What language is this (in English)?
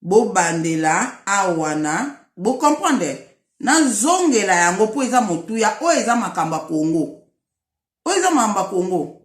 Lingala